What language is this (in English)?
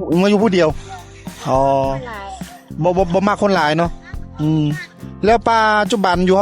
Lao